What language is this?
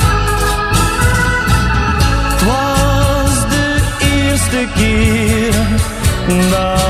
Dutch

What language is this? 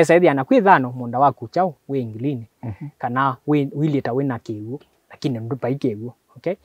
Kamba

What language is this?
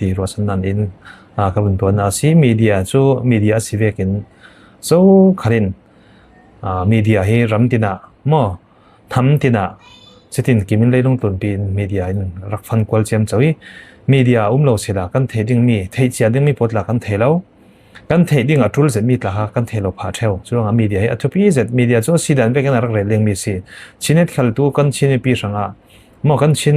Falam Chin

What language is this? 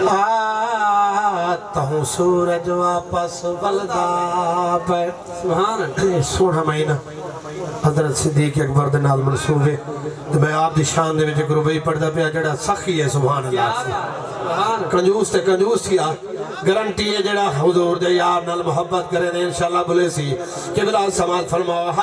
Saraiki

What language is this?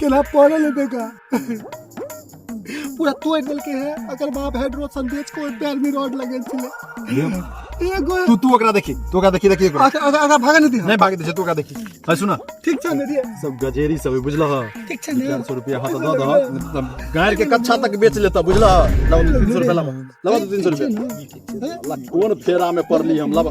Maithili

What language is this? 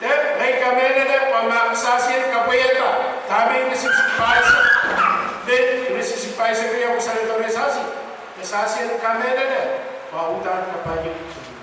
Pohnpeian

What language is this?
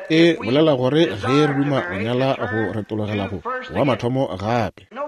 Northern Sotho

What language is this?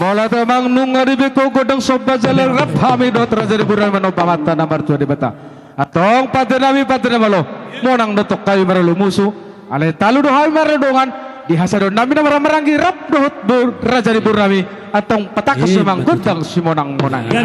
Batak Toba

